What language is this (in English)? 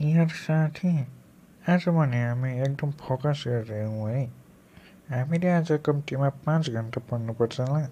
Nepali